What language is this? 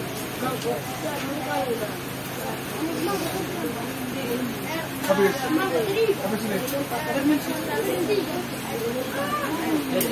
Indonesian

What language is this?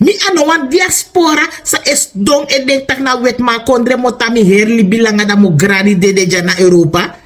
Sranan Tongo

